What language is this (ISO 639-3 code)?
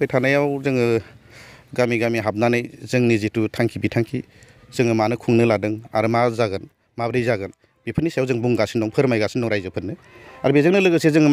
brx